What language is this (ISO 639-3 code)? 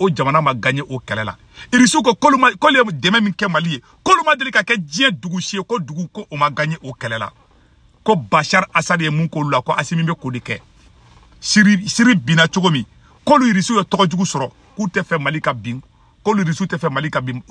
bam